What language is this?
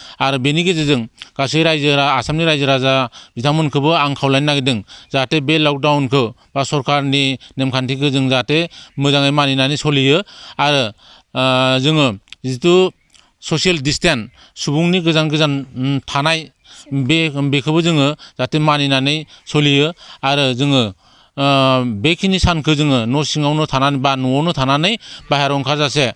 Bodo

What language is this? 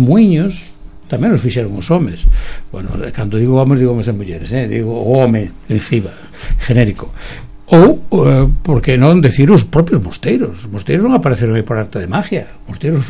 Galician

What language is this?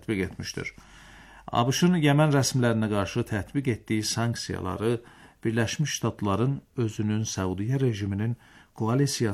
Azerbaijani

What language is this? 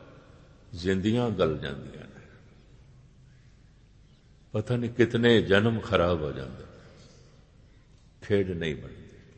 Punjabi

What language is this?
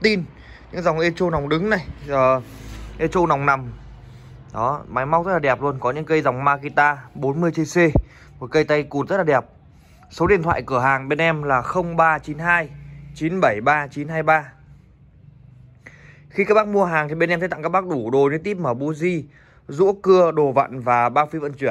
Vietnamese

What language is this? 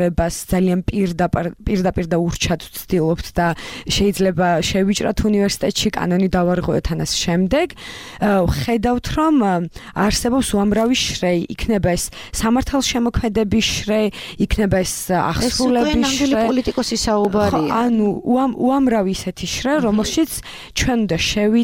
Georgian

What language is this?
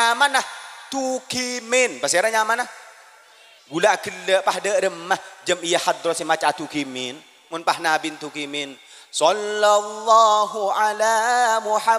Madurese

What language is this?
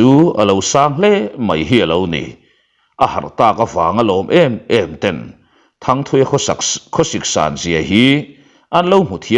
Mizo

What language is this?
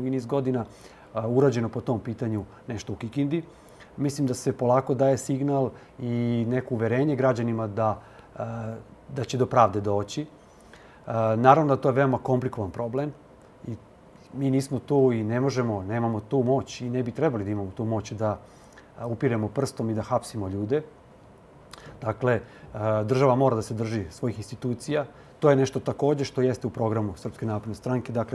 Serbian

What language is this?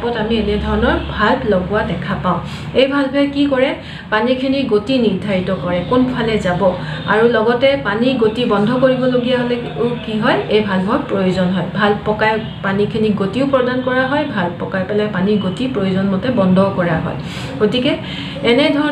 Assamese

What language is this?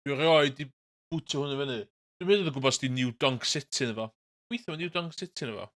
Welsh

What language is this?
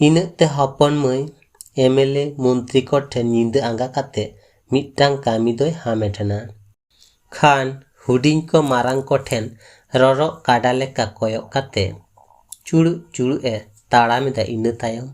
Santali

